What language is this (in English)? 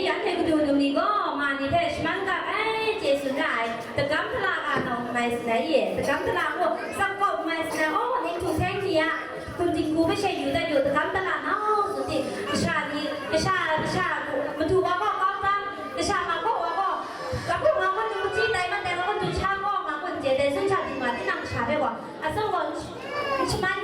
Kachin